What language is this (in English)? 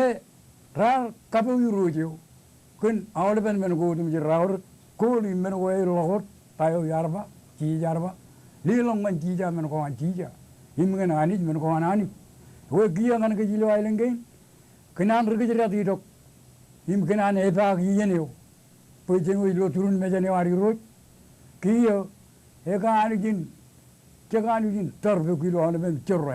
Marshallese